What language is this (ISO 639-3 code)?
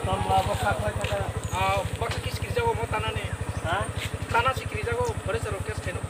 trp